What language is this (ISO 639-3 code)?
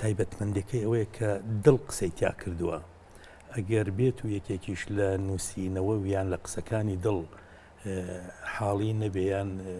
ckb